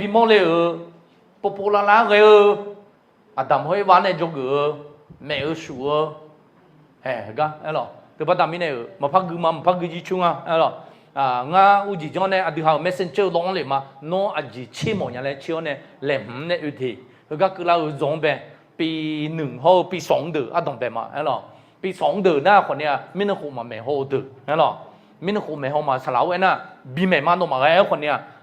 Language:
Akha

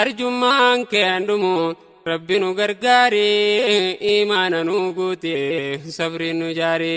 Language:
Oromo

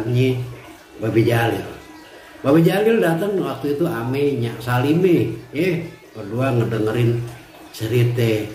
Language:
Betawi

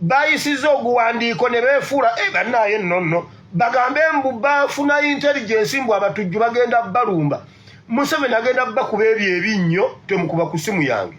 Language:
Ganda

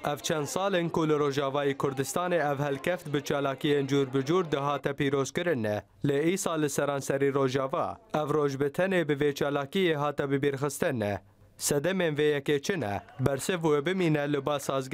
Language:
Kurdish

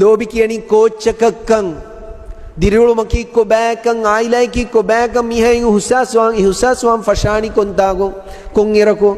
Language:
Divehi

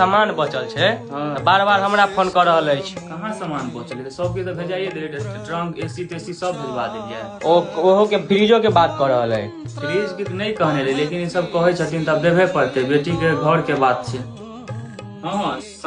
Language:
Maithili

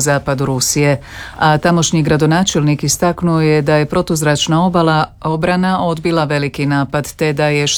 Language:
Croatian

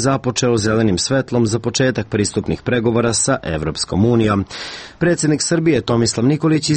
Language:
Serbian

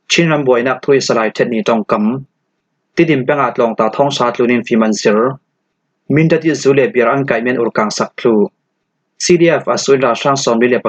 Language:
Falam Chin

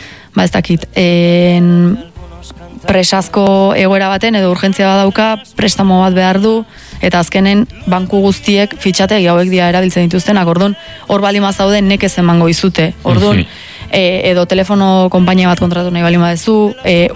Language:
Basque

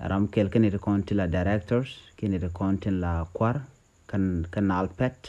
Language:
Nuer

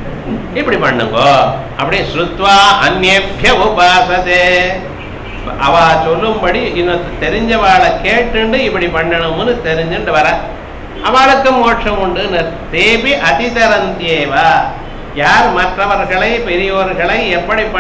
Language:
Tamil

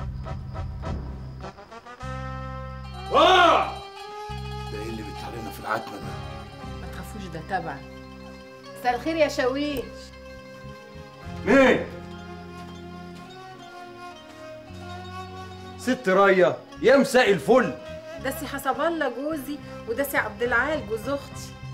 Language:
Egyptian Arabic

